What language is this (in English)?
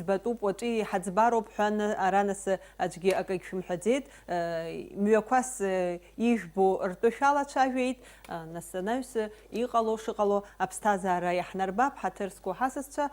Abkhazian